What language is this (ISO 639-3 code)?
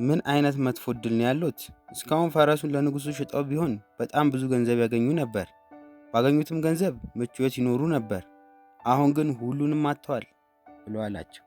amh